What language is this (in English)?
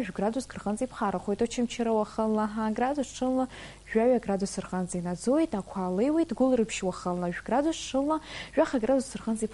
Abkhazian